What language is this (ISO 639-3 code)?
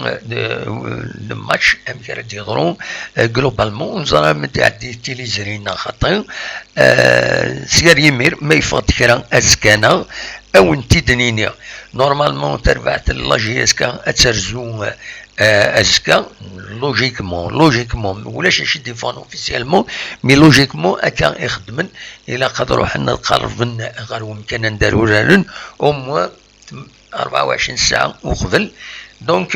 kab